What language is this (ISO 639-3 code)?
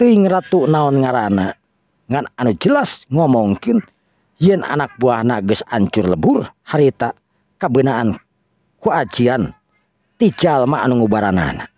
sun